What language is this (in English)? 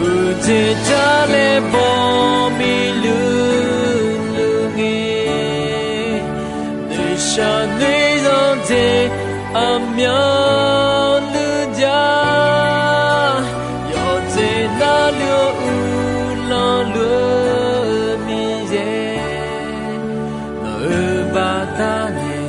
Akha